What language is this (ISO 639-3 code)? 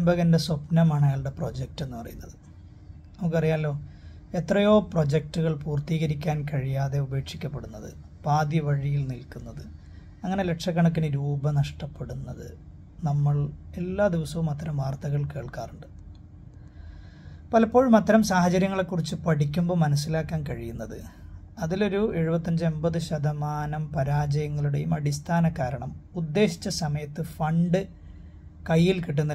mal